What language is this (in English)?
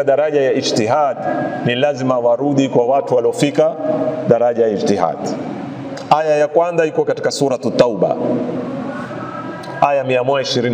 Swahili